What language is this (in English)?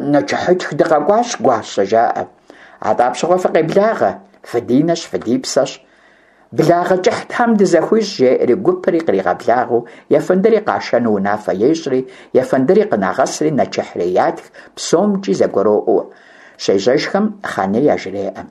Kabardian